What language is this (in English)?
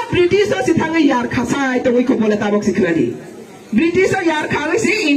Riang (India)